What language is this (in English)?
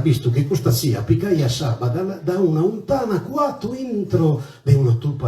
Sardinian